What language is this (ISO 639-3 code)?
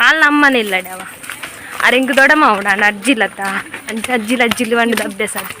tcy